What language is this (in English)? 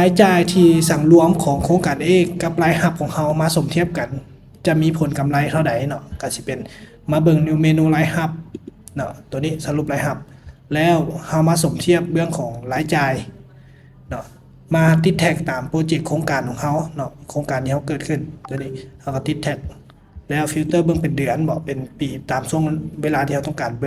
Lao